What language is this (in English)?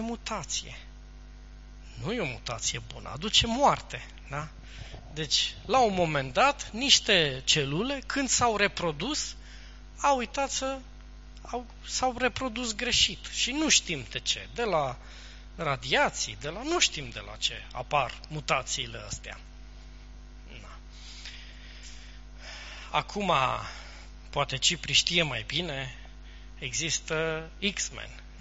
Romanian